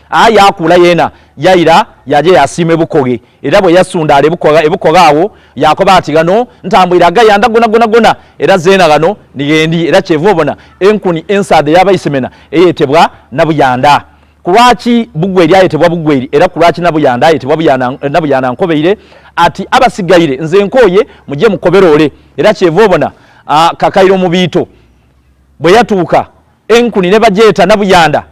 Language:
Soga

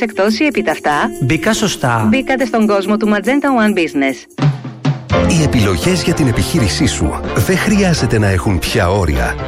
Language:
Greek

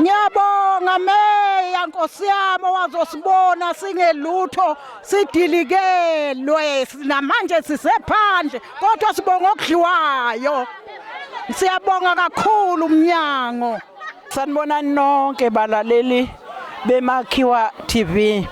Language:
Zulu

